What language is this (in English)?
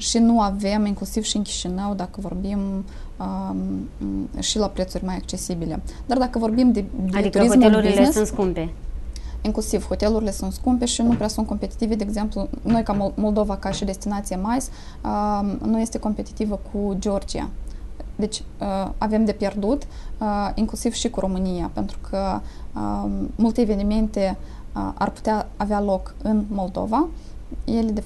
Romanian